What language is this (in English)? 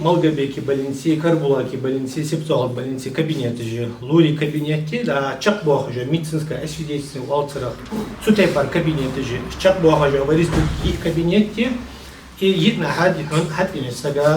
Ingush